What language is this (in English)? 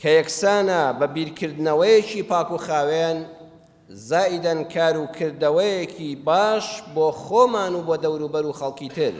Central Kurdish